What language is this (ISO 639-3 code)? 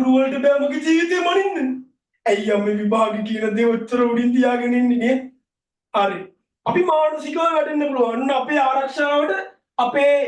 sin